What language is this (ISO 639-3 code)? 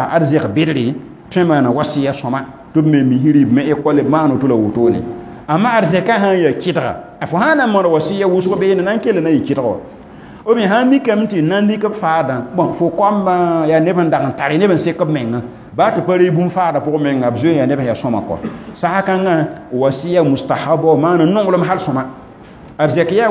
mos